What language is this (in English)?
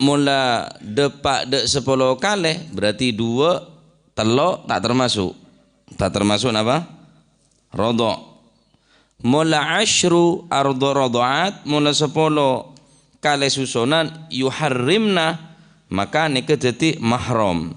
Madurese